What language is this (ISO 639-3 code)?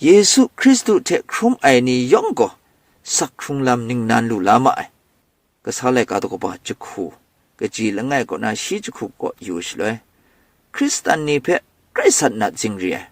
kac